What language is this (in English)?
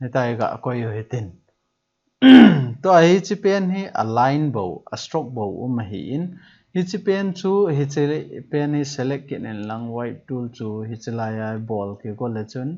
Thado Chin